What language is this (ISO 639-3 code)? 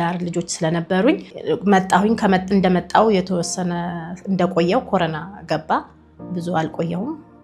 amh